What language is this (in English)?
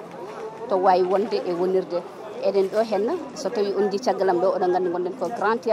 Fula